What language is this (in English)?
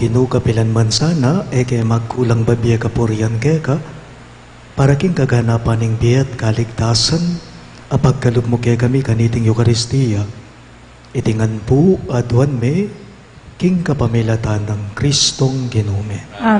Pampanga